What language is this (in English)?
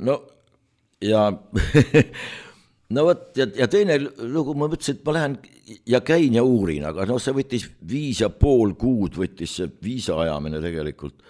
Estonian